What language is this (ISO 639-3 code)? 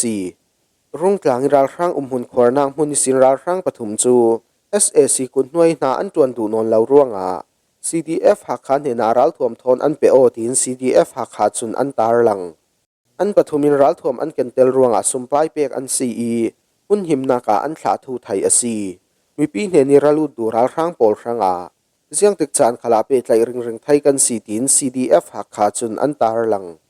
cfm